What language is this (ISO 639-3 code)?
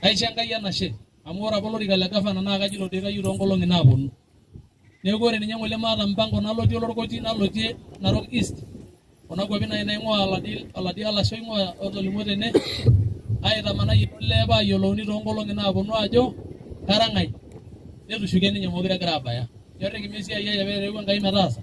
mas